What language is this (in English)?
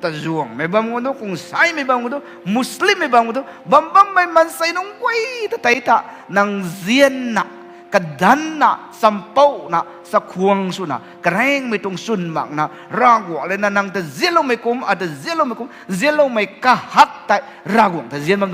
Rongmei Naga